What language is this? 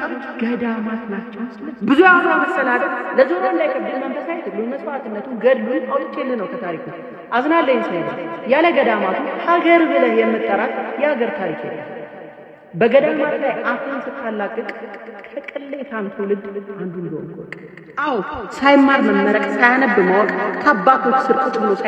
Amharic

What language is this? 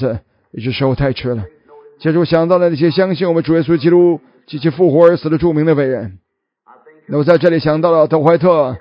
Chinese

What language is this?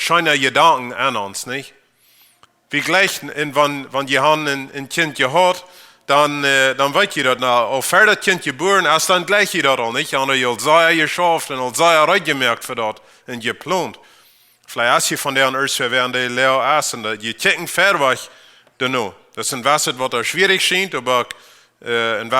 Plautdietsch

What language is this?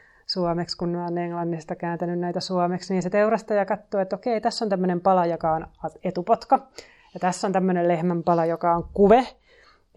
Finnish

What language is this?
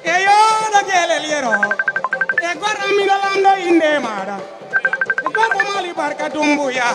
Fula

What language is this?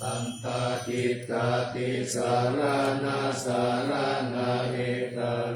Pali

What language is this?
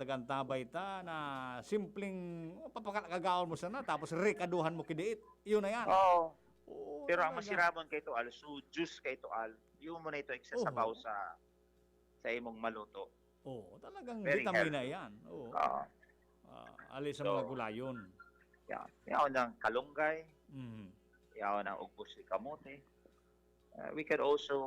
Bikol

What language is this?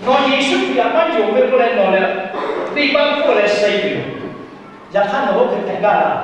Lahu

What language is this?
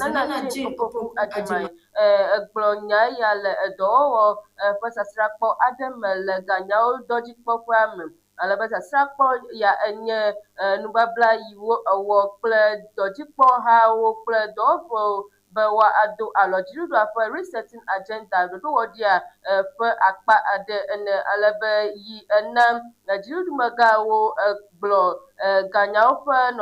Ewe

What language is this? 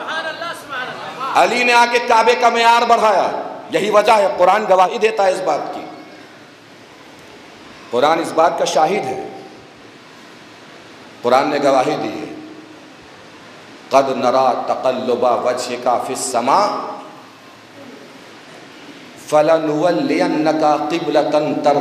Urdu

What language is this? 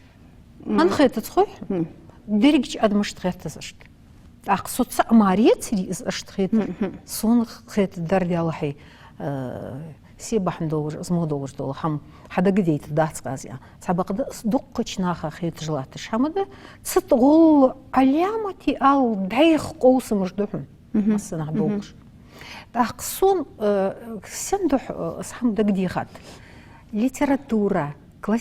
Ingush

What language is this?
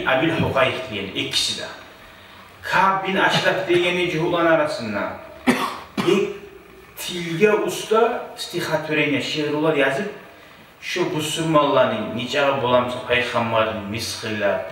Kumyk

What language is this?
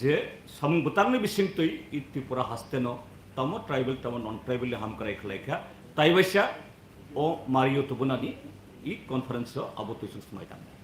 Kok Borok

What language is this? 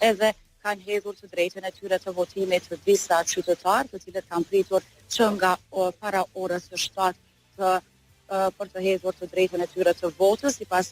Albanian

